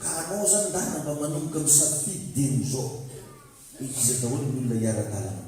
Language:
Malagasy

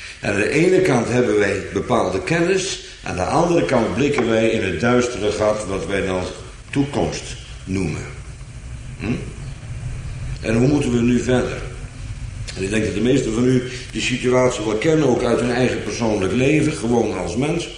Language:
Dutch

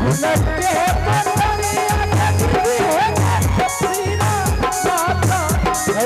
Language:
Angika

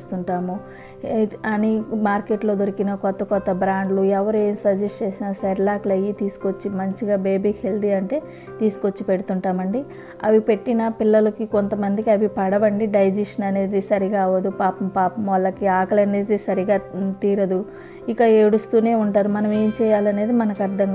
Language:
Telugu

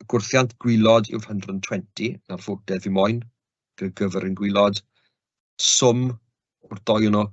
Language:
Welsh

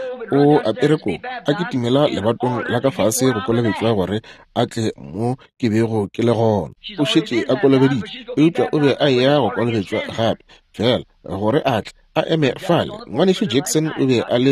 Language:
Northern Sotho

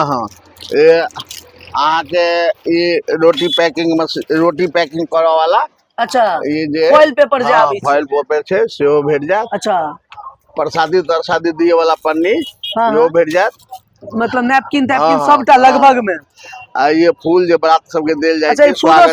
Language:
Maithili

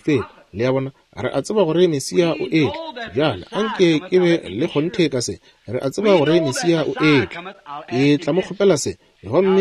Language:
Northern Sotho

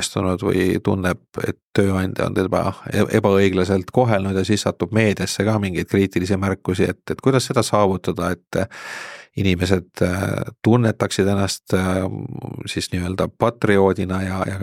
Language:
Estonian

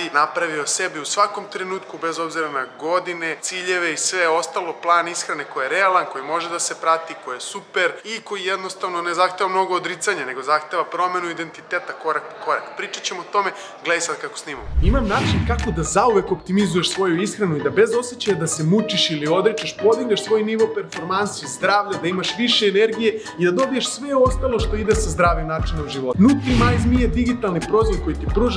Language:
Serbian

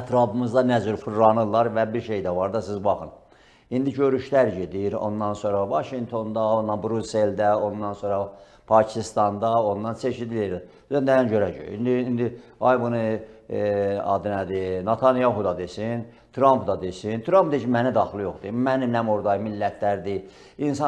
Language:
Azerbaijani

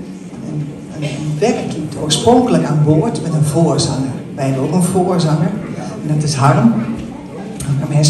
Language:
Dutch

